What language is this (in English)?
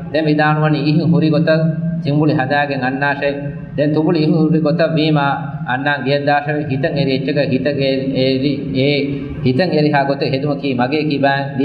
Divehi